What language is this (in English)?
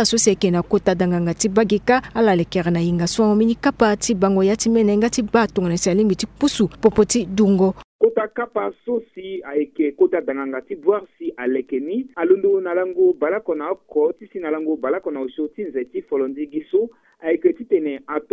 Sango